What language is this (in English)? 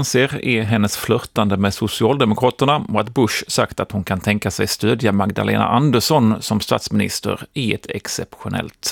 Swedish